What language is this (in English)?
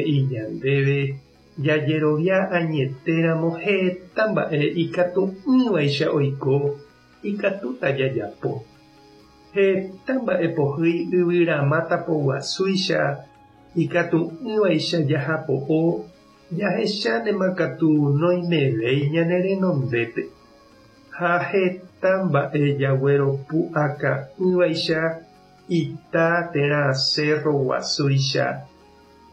Guarani